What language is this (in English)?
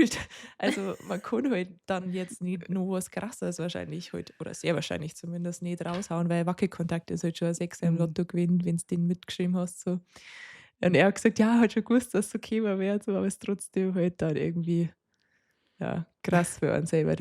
Bavarian